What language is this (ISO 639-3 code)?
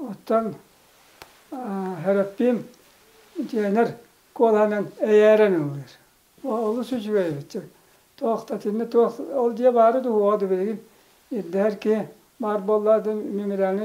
sah